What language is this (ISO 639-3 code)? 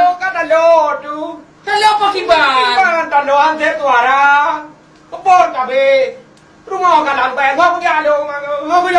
ace